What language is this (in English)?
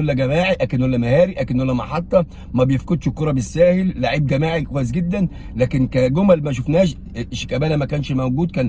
Egyptian Arabic